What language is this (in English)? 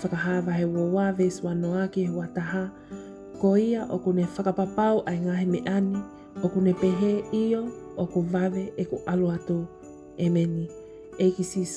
Tongan